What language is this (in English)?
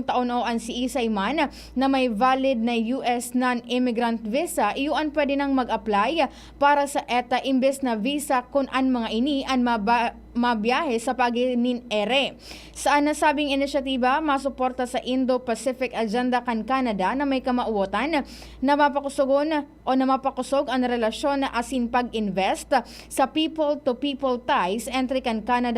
Bikol